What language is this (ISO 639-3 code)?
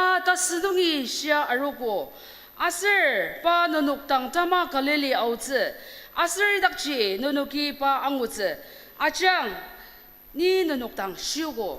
njo